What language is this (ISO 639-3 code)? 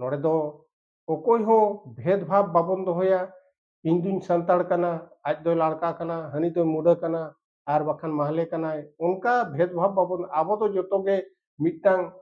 sat